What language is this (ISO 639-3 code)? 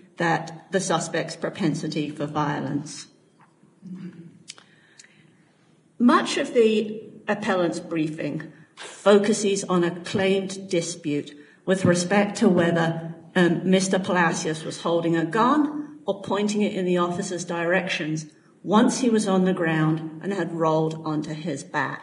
eng